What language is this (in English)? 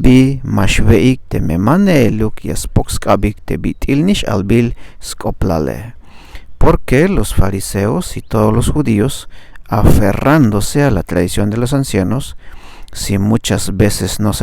Tzeltal